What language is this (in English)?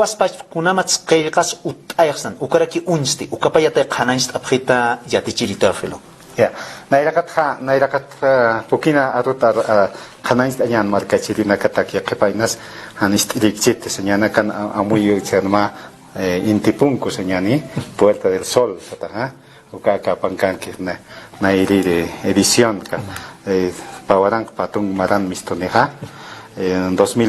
Aymara